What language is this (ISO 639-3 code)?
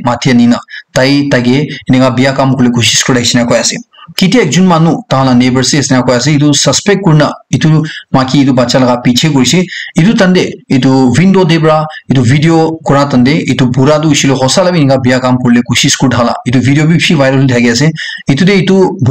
nag